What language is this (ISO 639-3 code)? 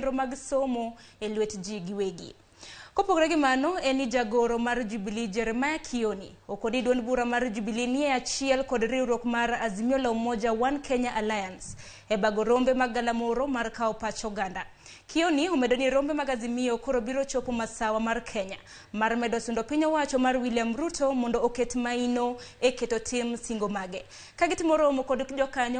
luo